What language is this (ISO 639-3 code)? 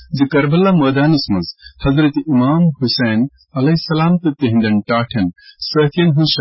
kas